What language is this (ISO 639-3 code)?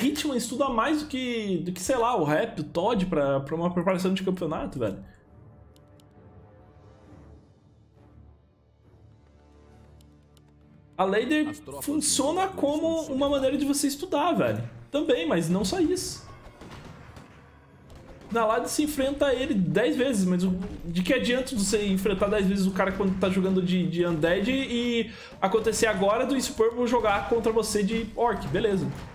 por